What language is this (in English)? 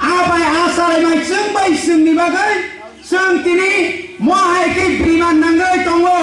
Kok Borok